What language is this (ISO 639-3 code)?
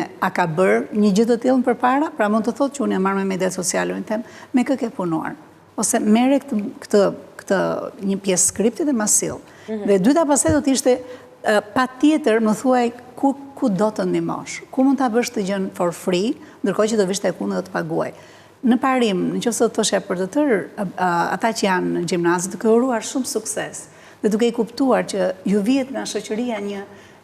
sqi